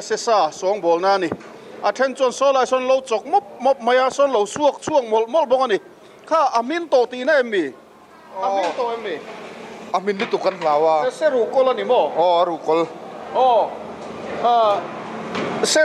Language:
Mizo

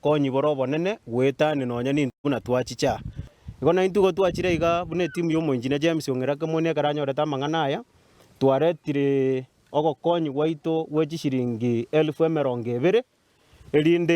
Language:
Gusii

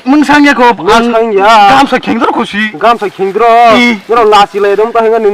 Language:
Kok Borok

